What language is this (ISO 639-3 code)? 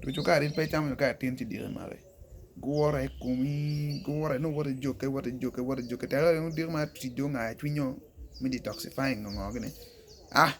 ach